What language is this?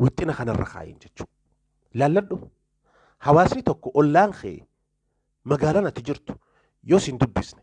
Oromo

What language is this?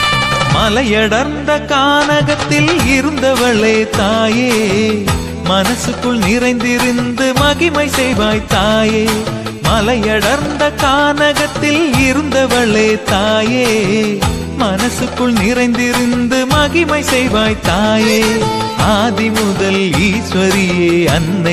Tamil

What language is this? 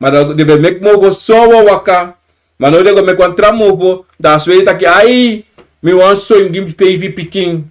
Sranan Tongo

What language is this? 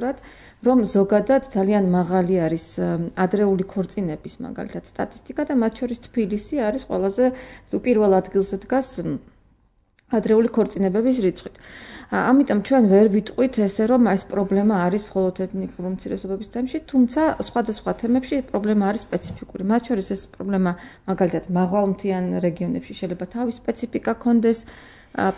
Georgian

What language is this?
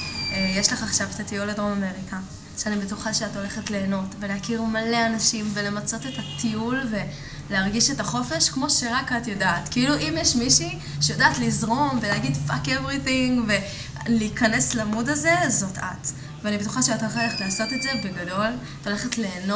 Hebrew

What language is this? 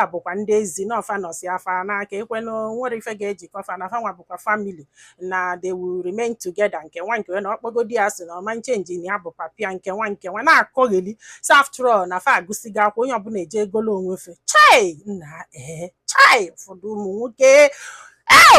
Igbo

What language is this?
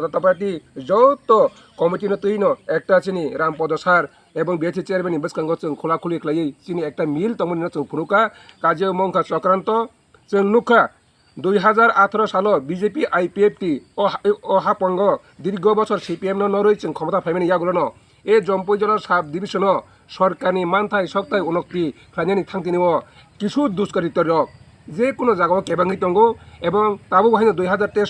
Kok Borok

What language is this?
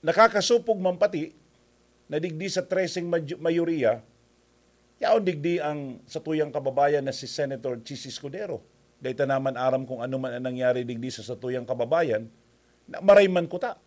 Bikol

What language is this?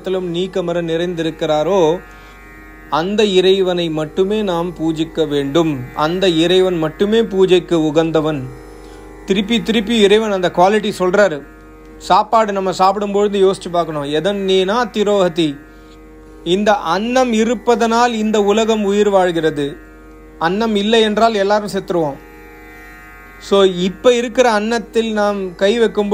Tamil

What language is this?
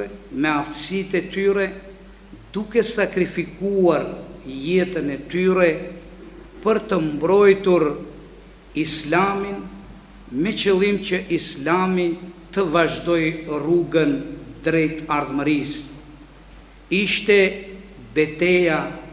Albanian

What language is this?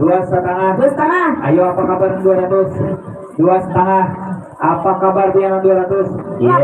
Banjar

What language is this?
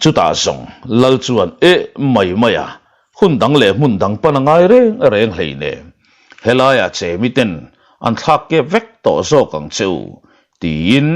Mizo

